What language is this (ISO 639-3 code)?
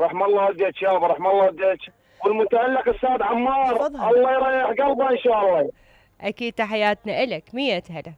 acm